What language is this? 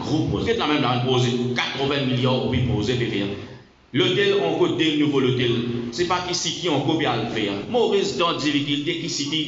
Morisyen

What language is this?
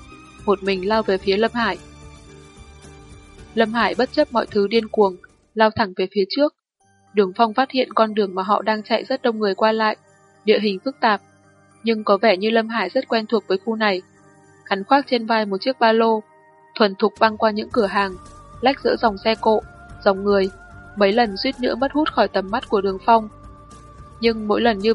Vietnamese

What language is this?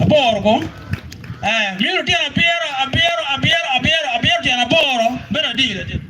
Acoli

